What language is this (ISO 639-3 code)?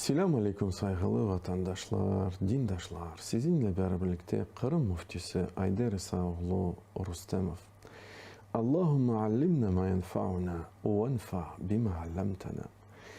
crh